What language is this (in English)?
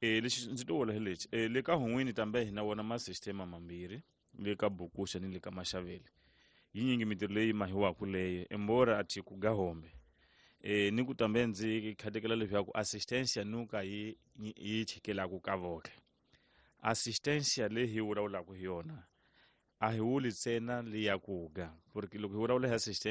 Tsonga